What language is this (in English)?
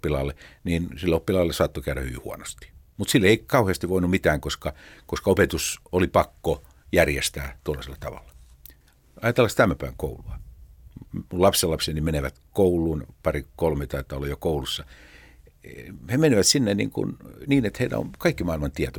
Finnish